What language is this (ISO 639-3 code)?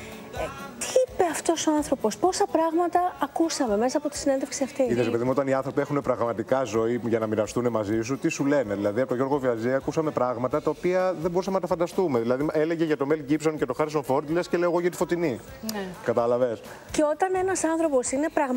ell